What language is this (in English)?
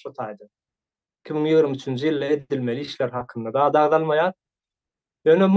Turkmen